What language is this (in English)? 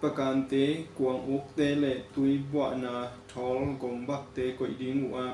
Tedim Chin